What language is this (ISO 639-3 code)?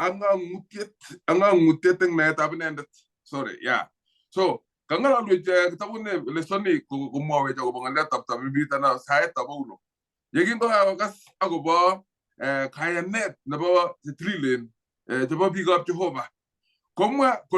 kln